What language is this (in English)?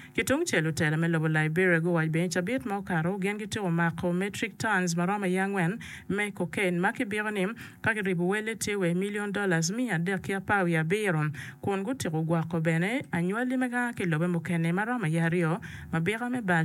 Acoli